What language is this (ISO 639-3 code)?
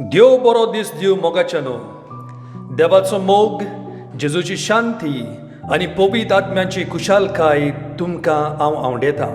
kok